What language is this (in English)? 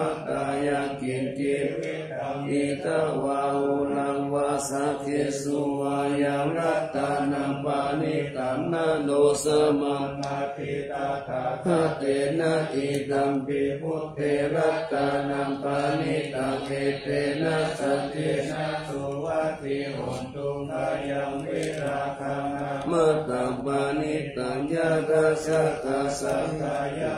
Pali